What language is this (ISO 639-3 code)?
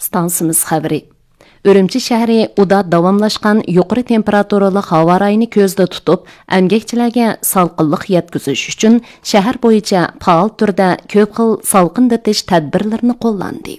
uig